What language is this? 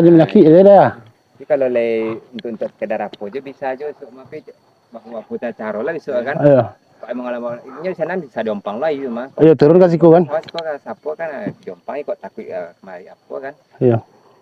Minangkabau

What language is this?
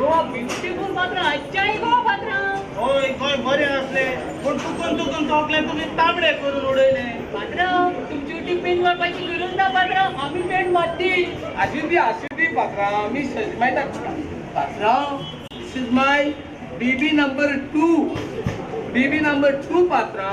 Konkani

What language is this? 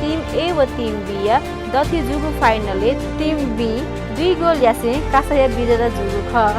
Newari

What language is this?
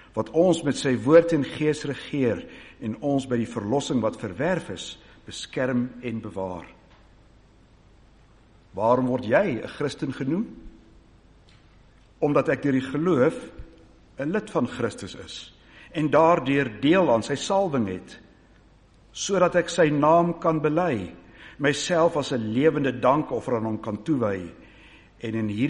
Afrikaans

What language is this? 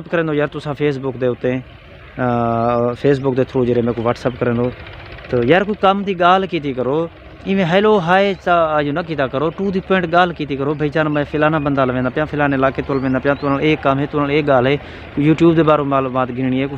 Saraiki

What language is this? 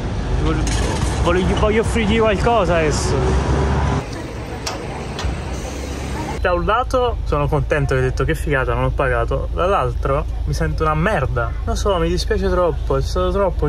Italian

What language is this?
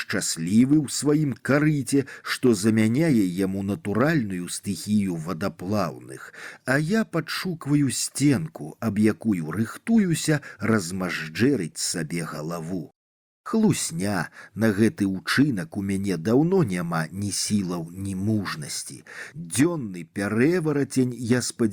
Belarusian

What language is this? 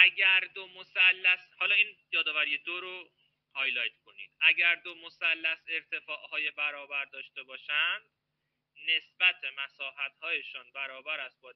Persian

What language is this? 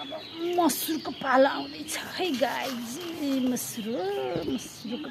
Nepali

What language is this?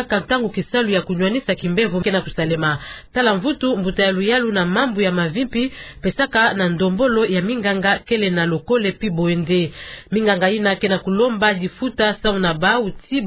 Kituba (Democratic Republic of Congo)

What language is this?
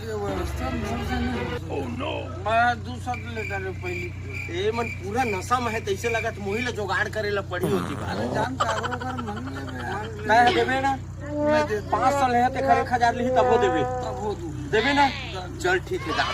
Chhattisgarhi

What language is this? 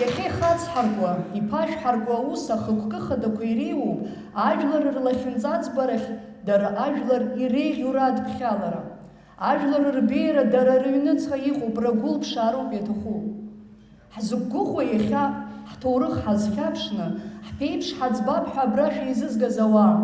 Abkhazian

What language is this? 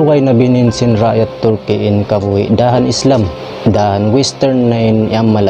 Tausug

